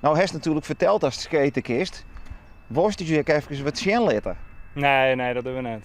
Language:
Western Frisian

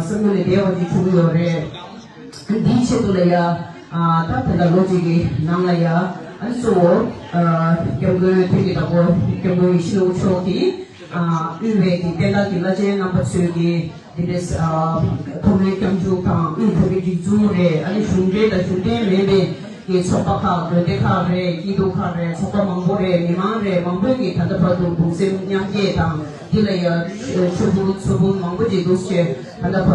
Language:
Tibetan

